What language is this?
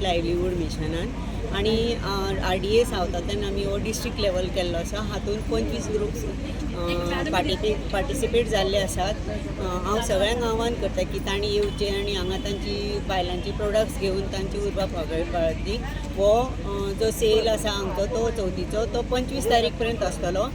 Konkani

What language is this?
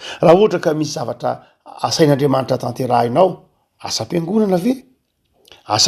Malagasy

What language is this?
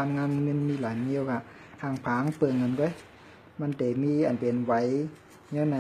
Shan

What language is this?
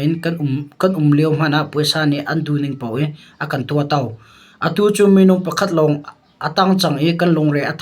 Hakha Chin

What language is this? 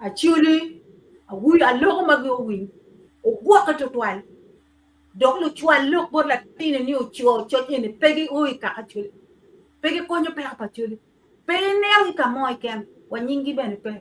Acoli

